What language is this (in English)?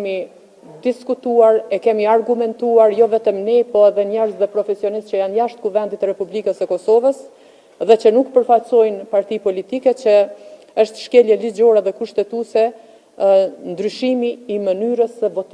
Albanian